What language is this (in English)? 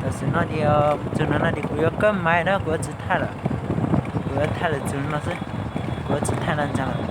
Hmong